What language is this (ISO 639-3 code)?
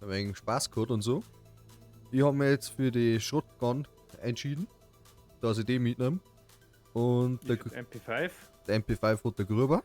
bar